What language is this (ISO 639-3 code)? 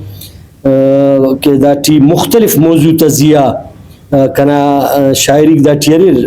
brh